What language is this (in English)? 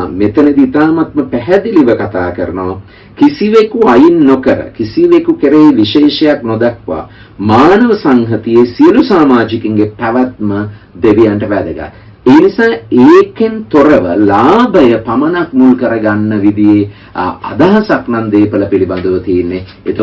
Sinhala